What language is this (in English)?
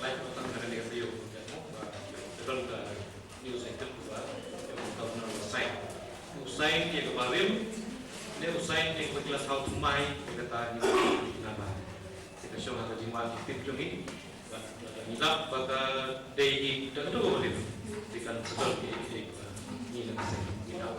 Khasi